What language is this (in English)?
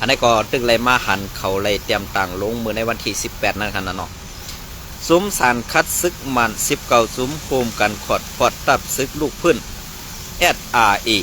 Shan